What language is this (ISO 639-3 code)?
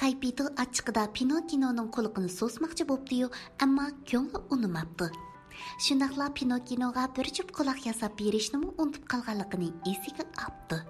uig